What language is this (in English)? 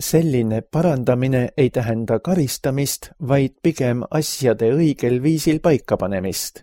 Estonian